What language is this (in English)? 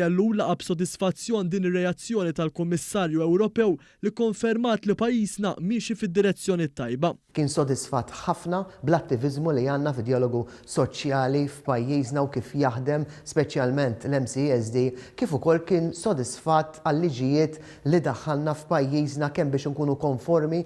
Maltese